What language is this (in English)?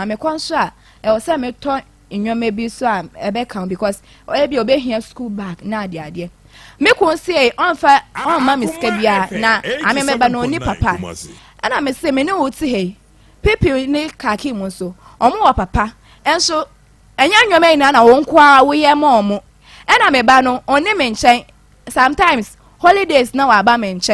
Akan